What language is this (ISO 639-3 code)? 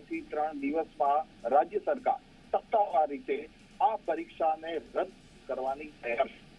guj